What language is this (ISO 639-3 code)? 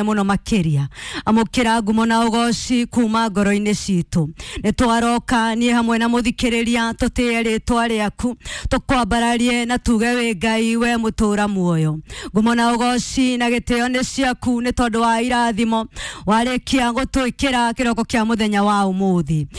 kik